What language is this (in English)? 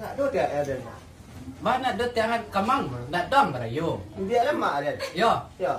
Minangkabau